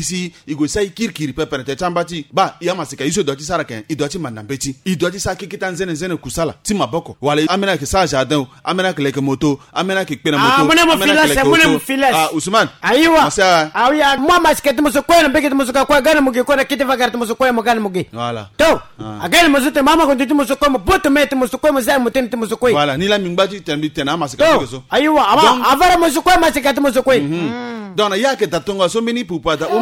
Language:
Sango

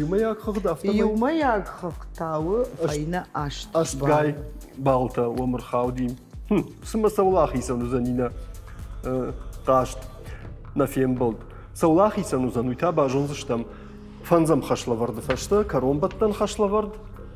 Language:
Ossetic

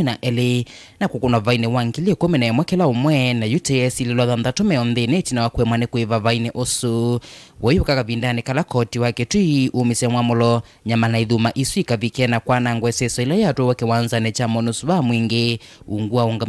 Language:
Kamba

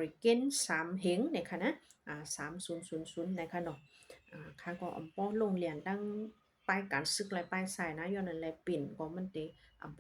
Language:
Shan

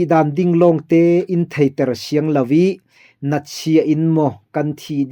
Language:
Falam Chin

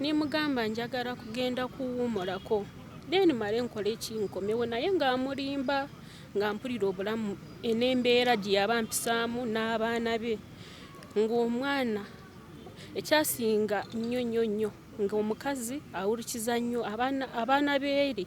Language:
Ganda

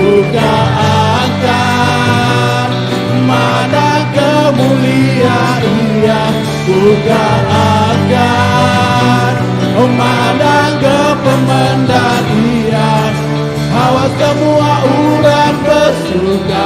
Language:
Iban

